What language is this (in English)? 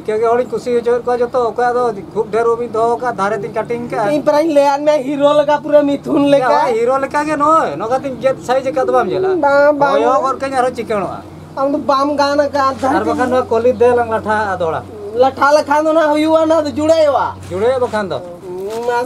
Santali